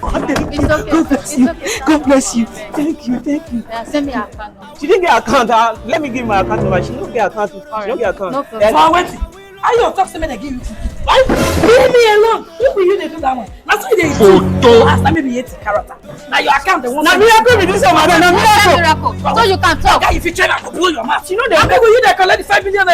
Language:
Nigerian Pidgin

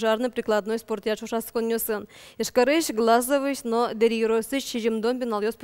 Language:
Udmurt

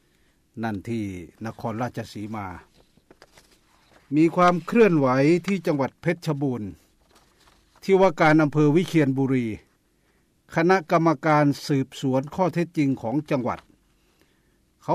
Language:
Thai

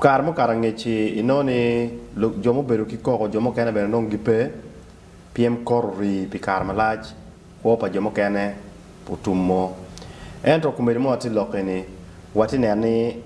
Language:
Acoli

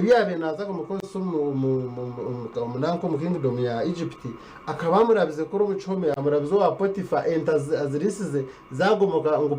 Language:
Nyankole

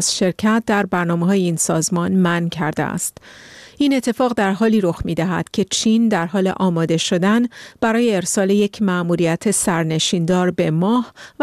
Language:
Persian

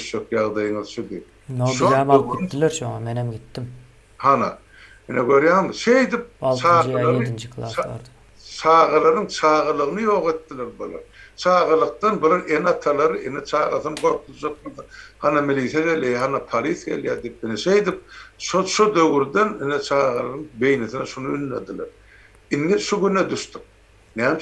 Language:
Turkmen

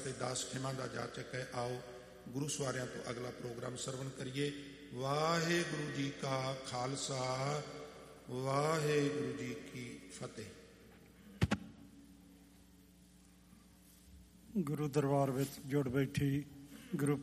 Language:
Punjabi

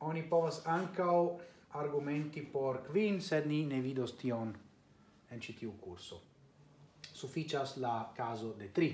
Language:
Esperanto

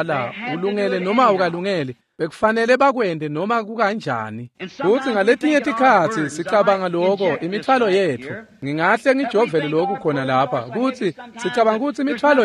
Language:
Swati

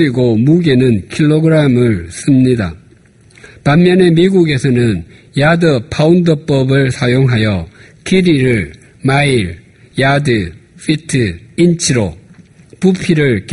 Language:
Korean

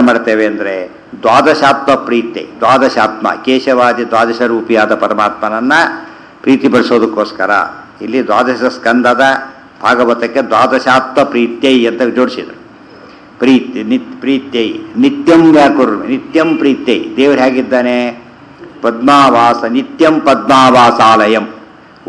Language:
Kannada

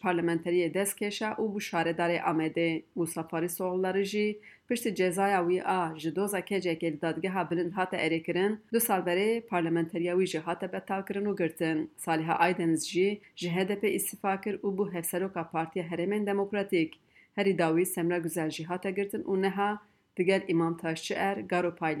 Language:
Kurdish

